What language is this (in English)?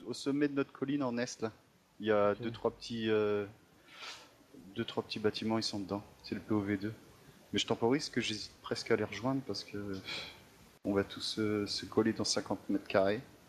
French